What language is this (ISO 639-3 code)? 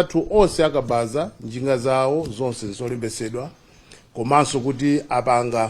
nya